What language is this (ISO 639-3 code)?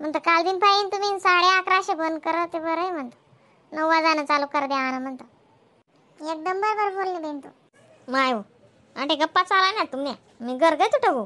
khn